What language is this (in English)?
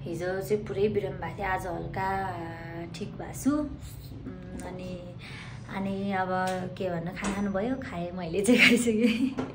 Nepali